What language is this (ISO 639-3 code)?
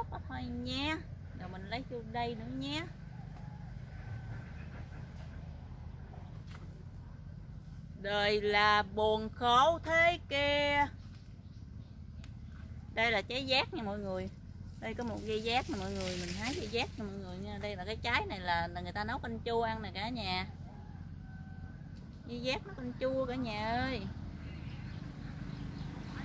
vie